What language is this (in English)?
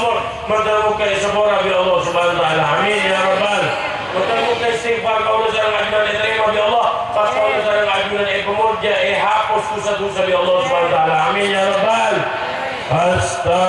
Madurese